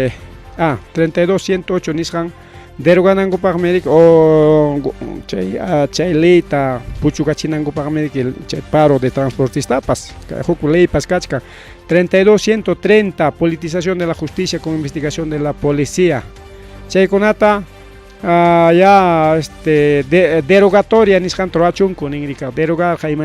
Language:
Ayacucho Quechua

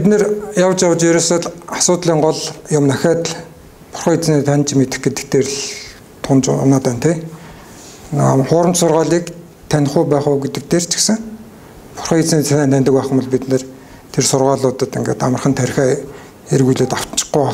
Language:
Mongolian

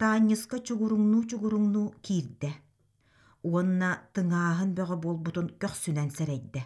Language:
Yakut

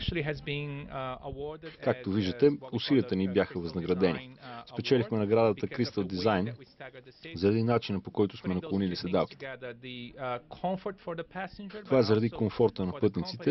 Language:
Bulgarian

